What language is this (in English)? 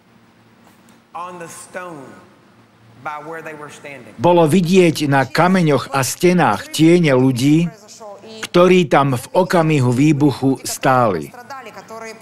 Slovak